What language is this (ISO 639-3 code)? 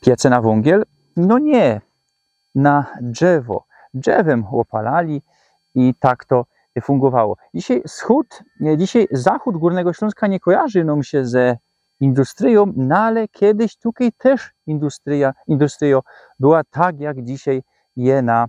szl